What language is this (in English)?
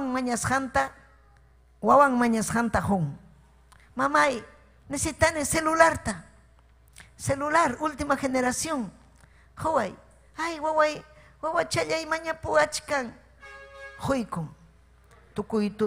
Ayacucho Quechua